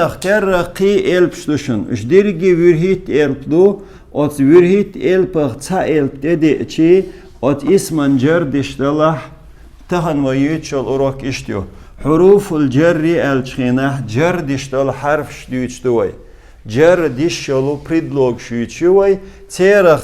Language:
Chechen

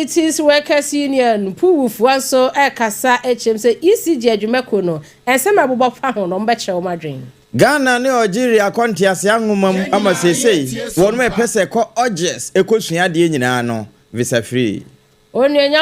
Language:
Akan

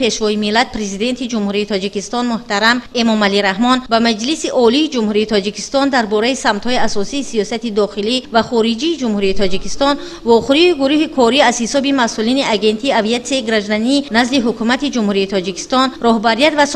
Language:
Tajik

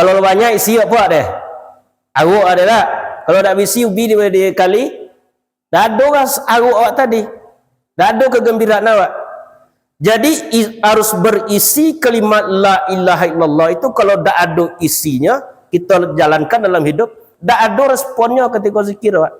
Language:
Minangkabau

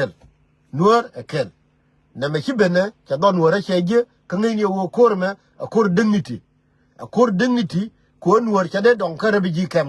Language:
Nuer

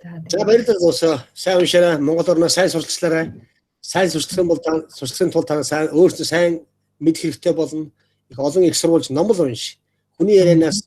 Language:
Mongolian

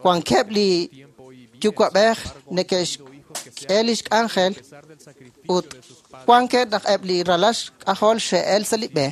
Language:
Kekchí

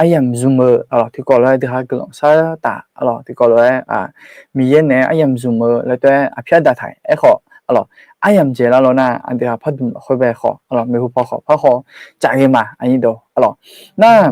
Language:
Akha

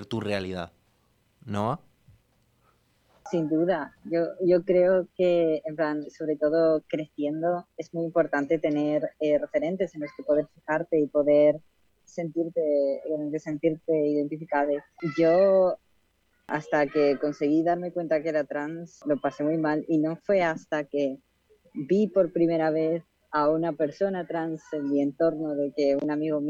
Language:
Spanish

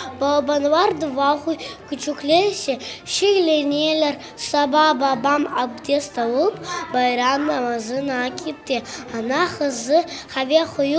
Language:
Crimean Tatar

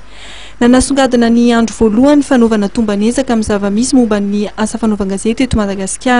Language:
Malagasy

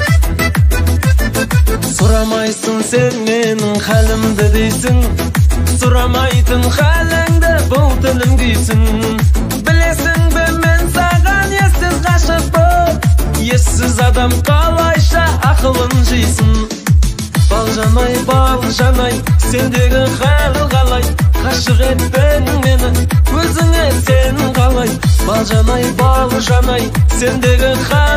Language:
Kazakh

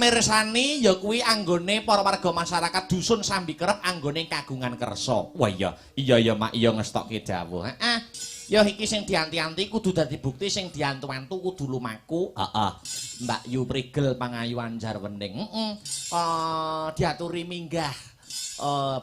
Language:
Javanese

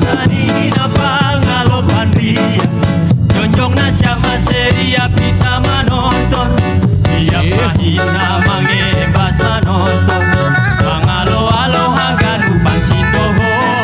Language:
Batak Simalungun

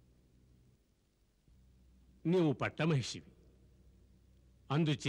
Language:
Telugu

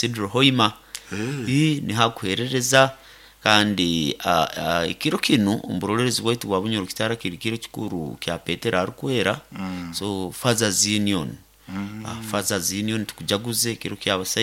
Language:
Nyoro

